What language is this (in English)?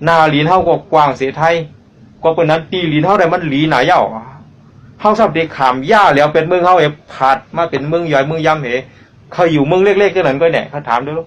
Shan